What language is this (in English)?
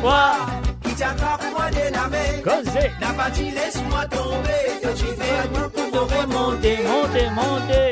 Morisyen